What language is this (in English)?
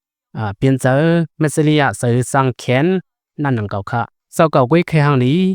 Shan